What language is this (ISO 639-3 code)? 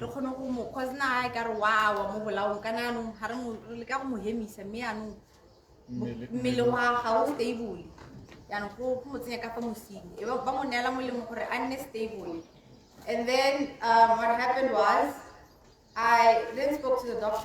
tsn